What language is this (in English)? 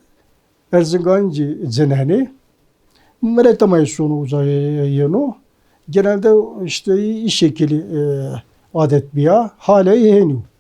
Zaza